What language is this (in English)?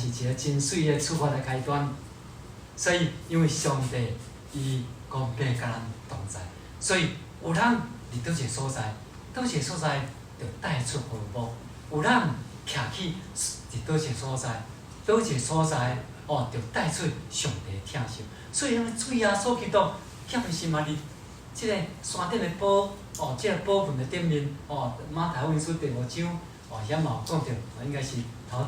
Min Nan Chinese